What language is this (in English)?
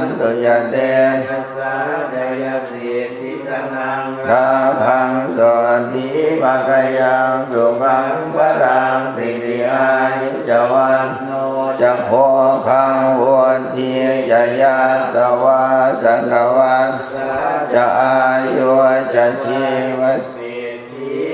Pali